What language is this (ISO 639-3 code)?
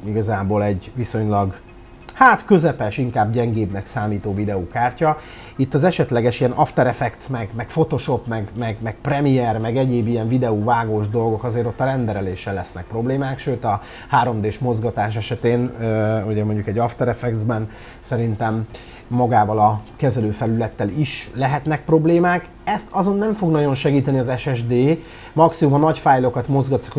hun